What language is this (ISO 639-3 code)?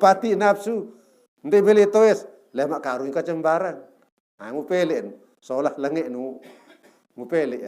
sas